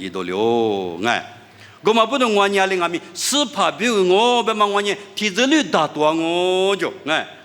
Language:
Lisu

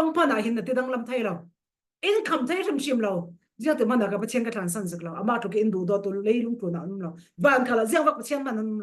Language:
Falam Chin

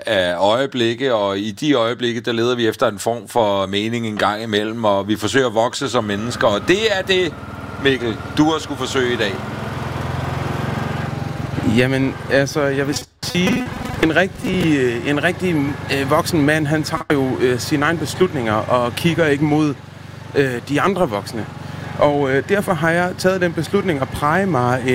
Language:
Danish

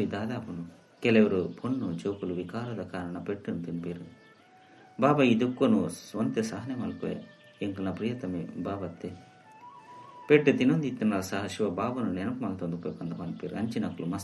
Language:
Tulu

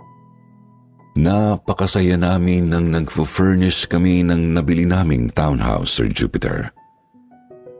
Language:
Filipino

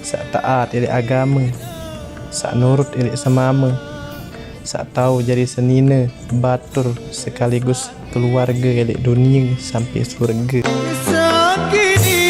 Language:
Sasak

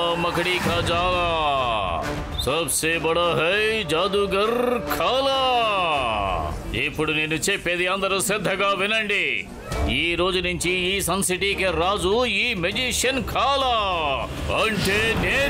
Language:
Telugu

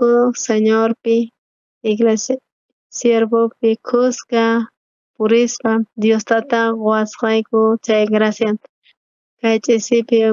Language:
South Bolivian Quechua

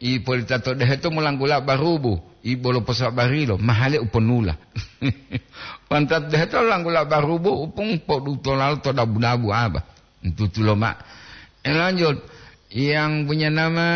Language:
Gorontalo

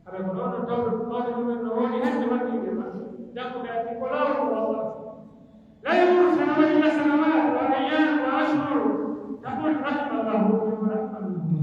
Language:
Pular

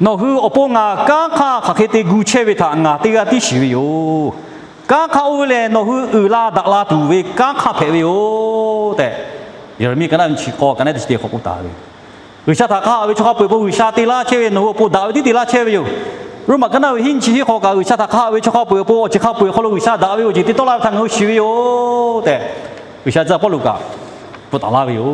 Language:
Lahu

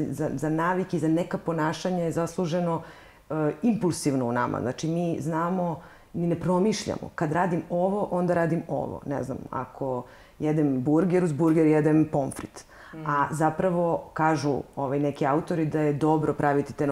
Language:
Serbian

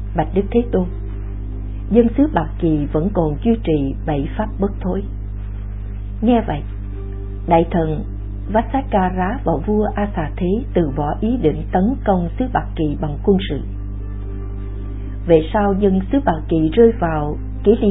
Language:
Vietnamese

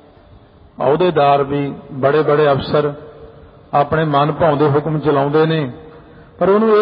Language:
Punjabi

